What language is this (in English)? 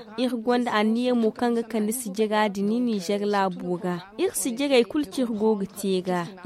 Zarma